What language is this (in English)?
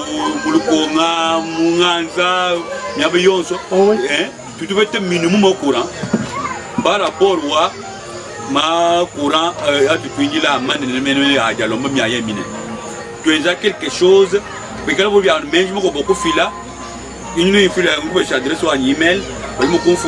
Luba-Lulua